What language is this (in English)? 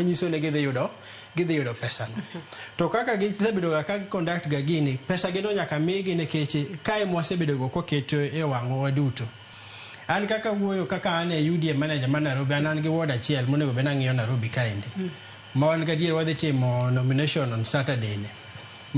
Luo (Kenya and Tanzania)